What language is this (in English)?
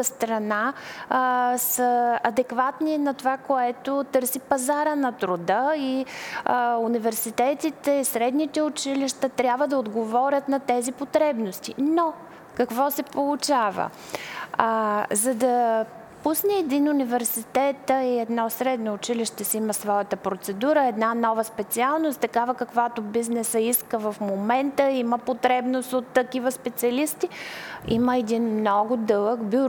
Bulgarian